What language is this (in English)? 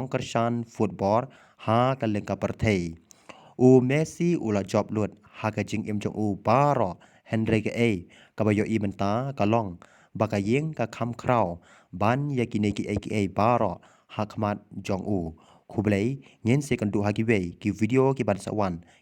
Khasi